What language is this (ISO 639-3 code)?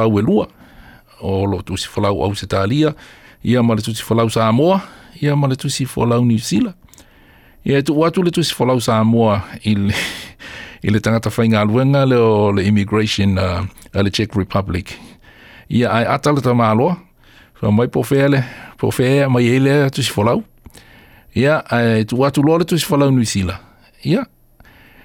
smo